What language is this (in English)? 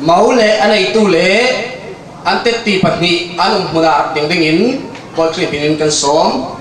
Falam Chin